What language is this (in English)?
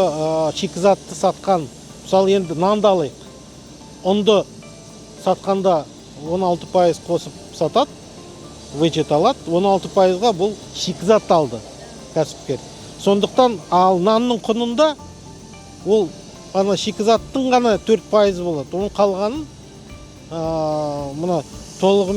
Kazakh